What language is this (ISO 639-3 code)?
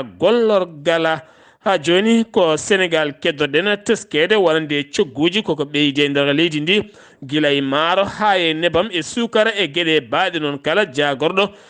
ful